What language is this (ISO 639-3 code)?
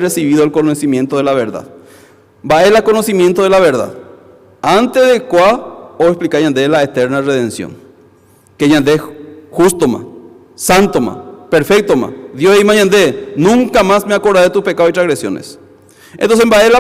grn